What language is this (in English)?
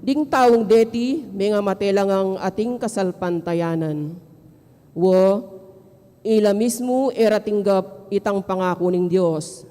Pampanga